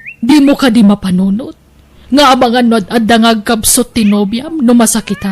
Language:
Iloko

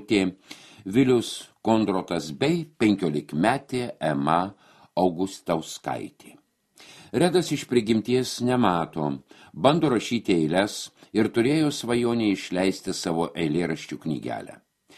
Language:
Lithuanian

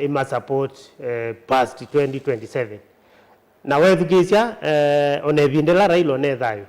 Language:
Kamba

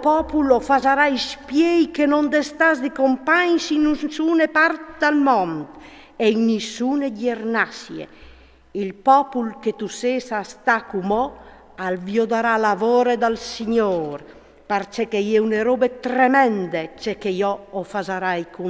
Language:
Friulian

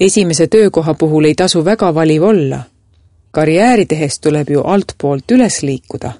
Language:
Estonian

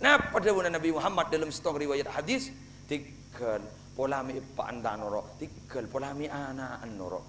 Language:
Madurese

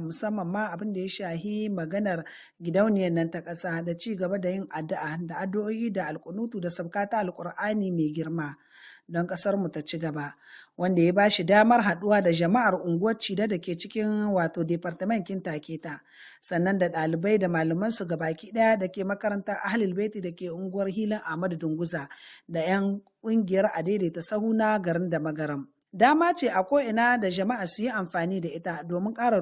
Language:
Hausa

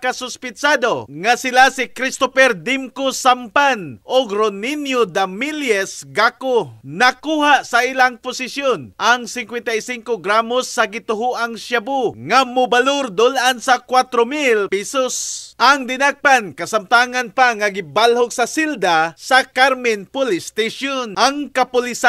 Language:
Cebuano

